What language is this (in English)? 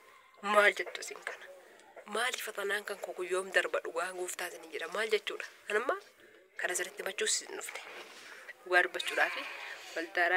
Oromo